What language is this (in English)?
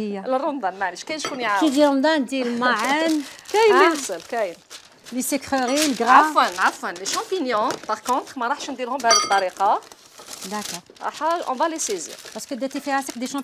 Algerian Arabic